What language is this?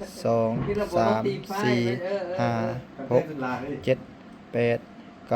Lao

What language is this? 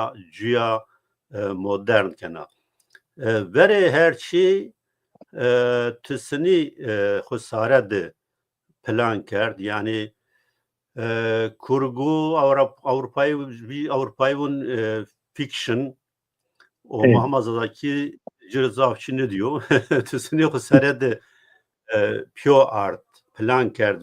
Zaza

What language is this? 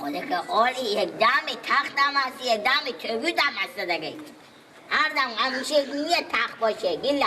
Persian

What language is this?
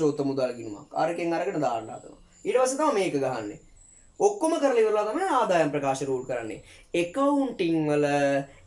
Sinhala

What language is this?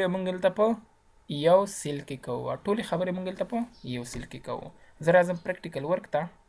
Pashto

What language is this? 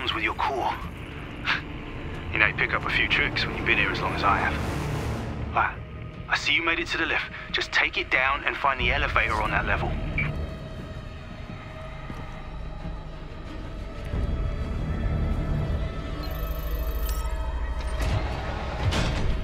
English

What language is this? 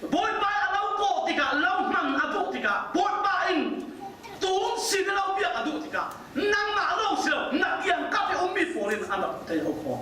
Falam Chin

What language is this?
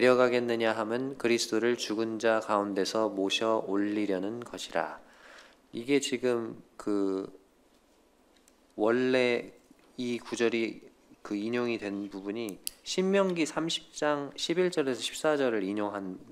Korean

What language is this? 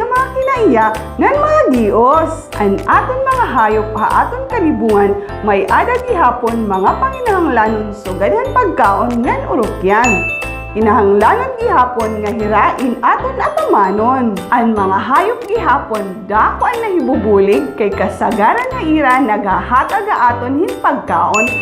Waray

